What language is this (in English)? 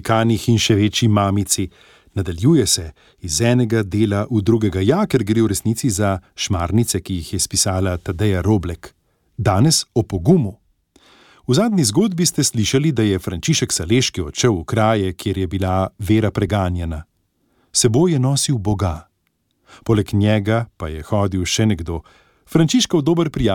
Slovenian